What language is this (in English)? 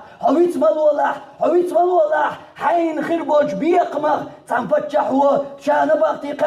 Chechen